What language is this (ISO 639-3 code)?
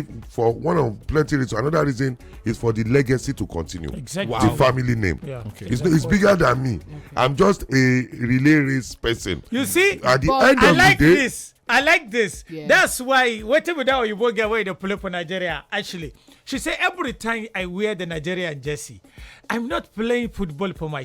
pcm